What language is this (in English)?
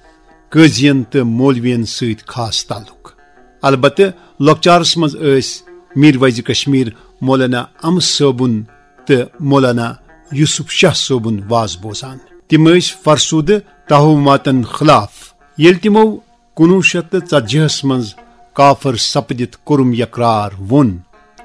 Kashmiri